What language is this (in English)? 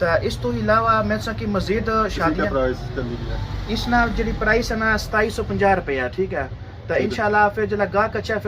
Pahari-Potwari